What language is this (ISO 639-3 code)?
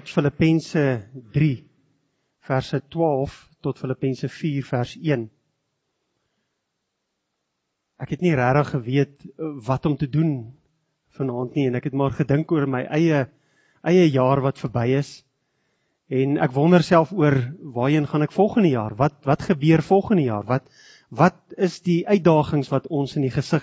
afr